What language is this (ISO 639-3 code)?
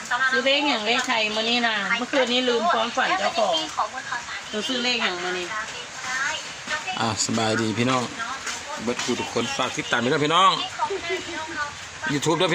lao